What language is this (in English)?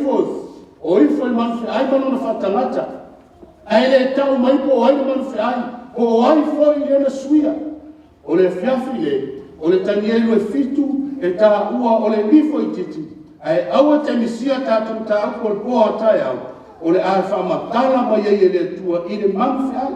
Samoan